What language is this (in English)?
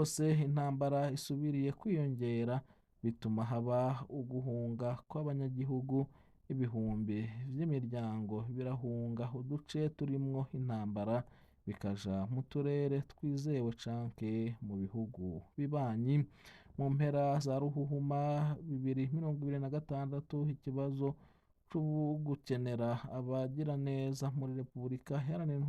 Rundi